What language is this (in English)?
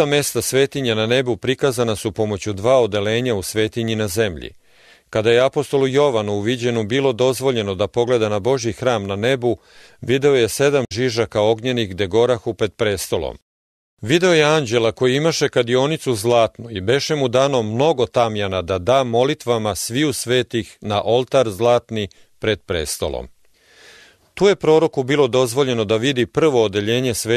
Serbian